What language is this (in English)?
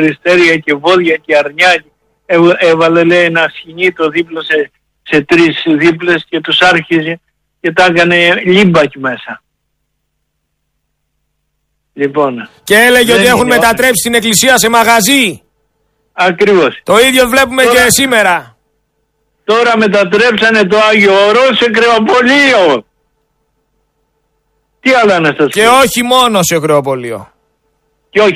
Greek